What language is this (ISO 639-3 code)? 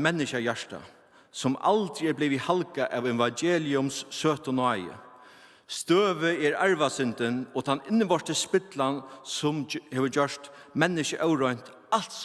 fao